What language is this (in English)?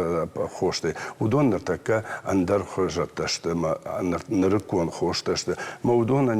Ossetic